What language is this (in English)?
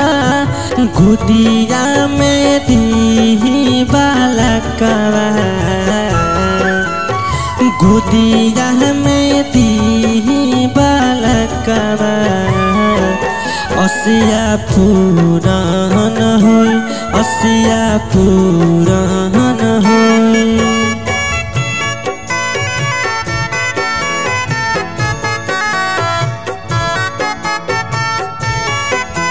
Bhojpuri